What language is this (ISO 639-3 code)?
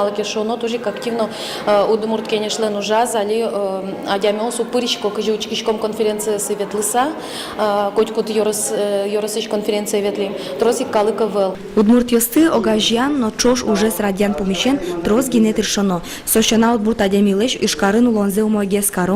udm